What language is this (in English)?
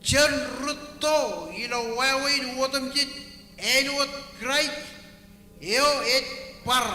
Marshallese